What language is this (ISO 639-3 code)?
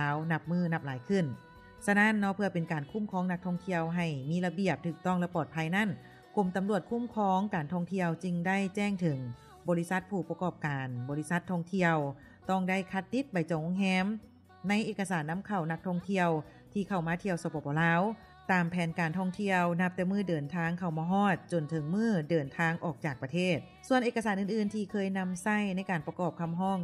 lao